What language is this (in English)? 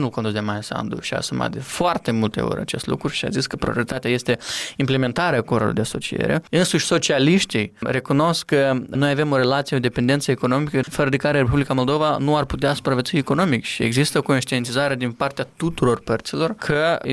Romanian